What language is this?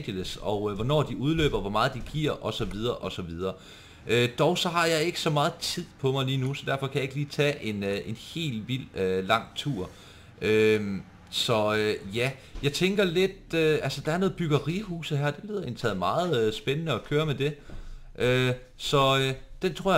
Danish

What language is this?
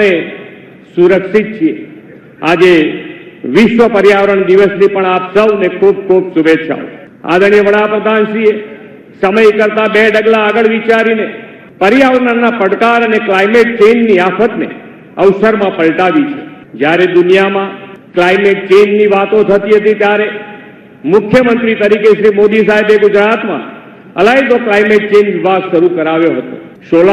Gujarati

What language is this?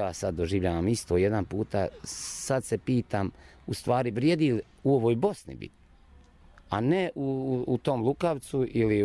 Serbian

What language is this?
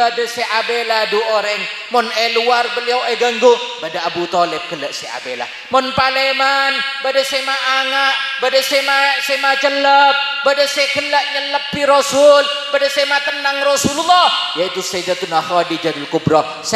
Madurese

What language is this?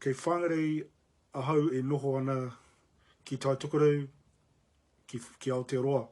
Māori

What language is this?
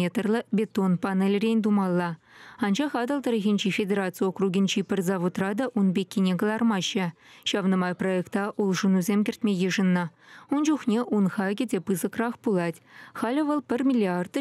Chuvash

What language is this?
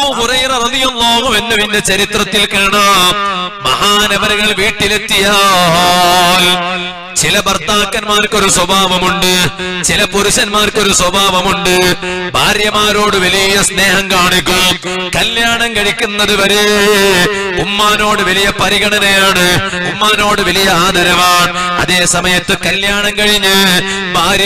Malayalam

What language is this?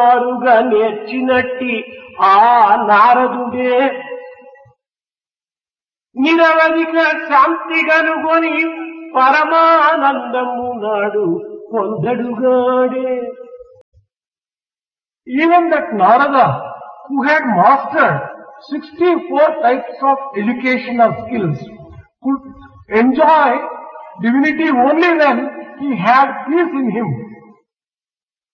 Telugu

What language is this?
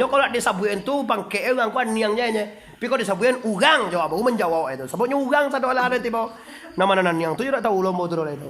Minangkabau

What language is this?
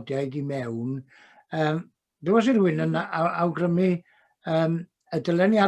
Welsh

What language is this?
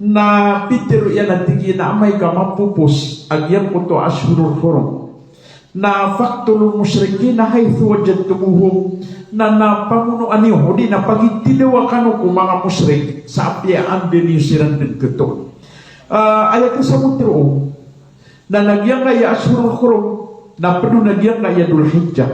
Maranao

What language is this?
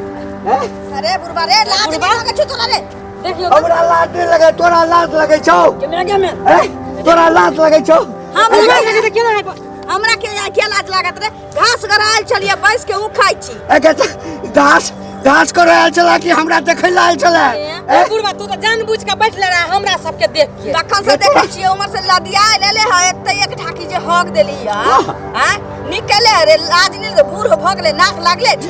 Maithili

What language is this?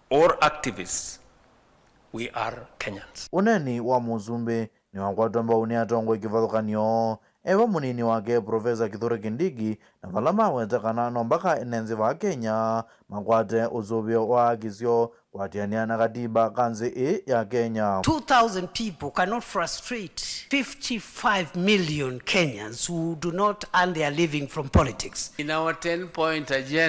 Kamba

